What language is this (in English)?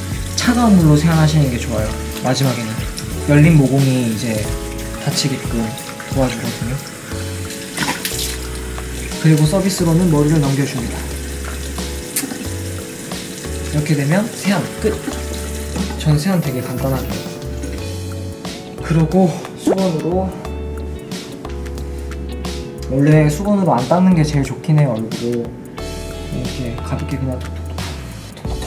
Korean